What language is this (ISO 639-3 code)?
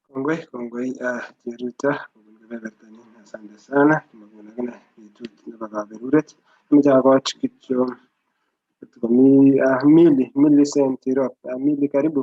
kln